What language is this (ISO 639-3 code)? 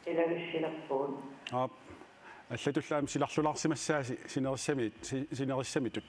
kal